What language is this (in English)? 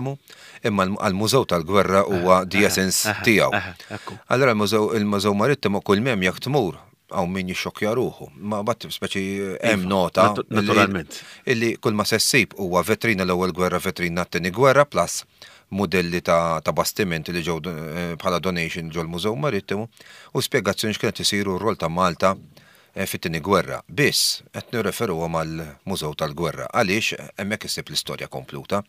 Maltese